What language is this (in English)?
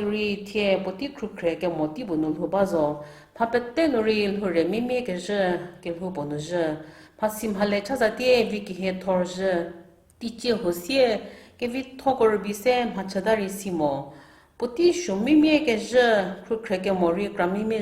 Angami Naga